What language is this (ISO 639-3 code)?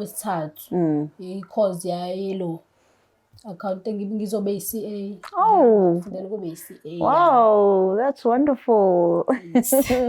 zul